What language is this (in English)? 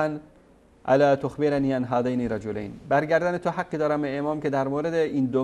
Persian